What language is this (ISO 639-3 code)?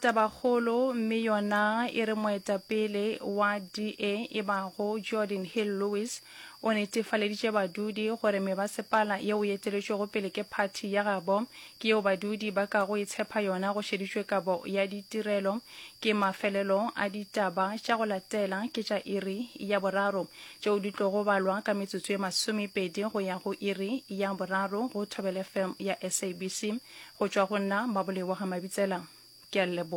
nso